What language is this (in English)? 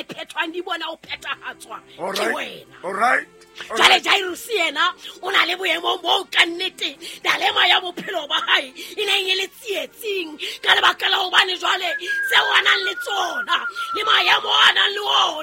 Southern Sotho